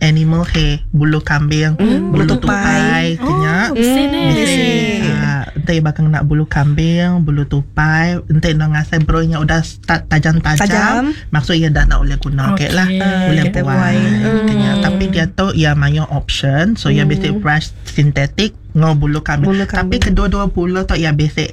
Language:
Iban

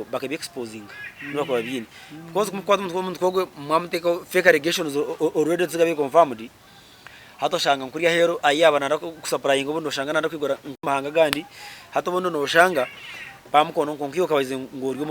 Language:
Nyankole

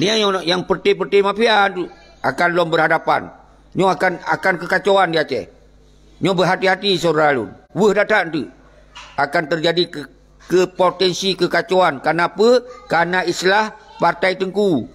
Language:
Achinese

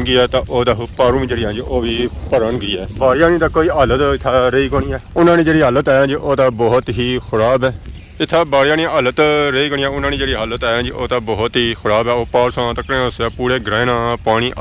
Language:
Pahari-Potwari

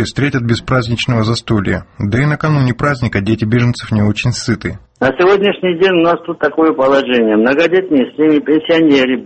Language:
Russian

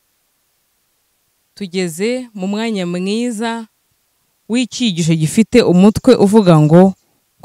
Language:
Kinyarwanda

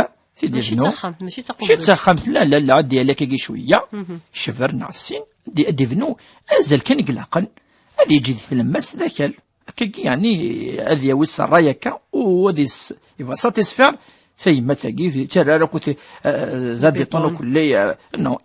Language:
Kabyle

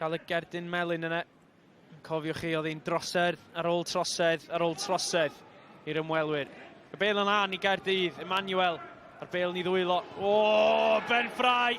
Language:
Welsh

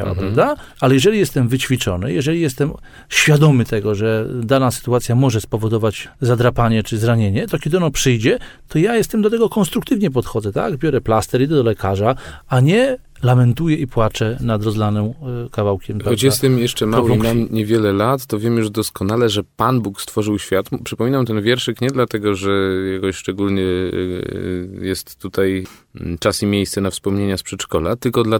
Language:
Polish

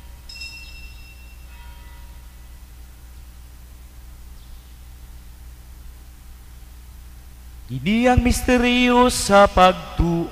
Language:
Cebuano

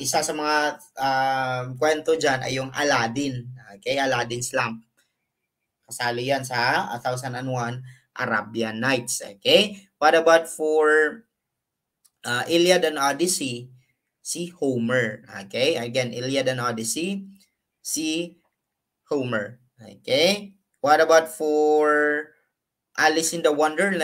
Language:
Filipino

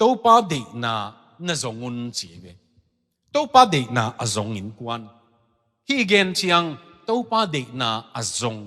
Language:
Tedim Chin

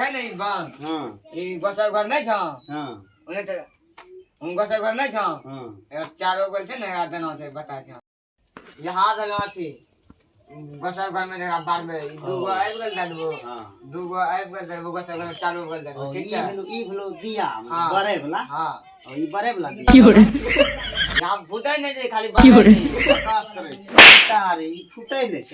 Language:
Maithili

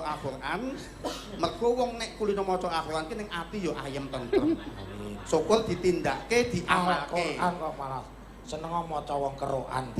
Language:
Javanese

